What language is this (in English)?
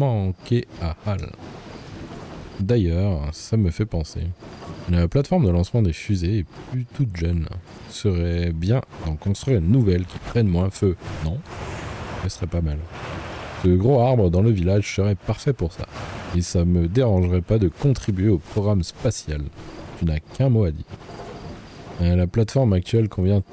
French